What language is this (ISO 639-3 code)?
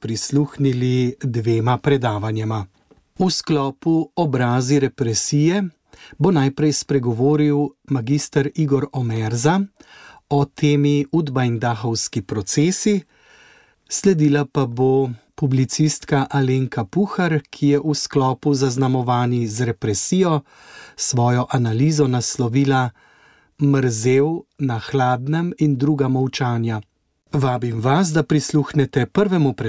slv